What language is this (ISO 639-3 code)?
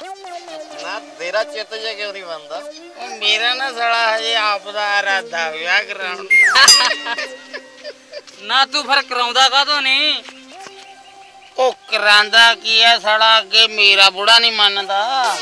pan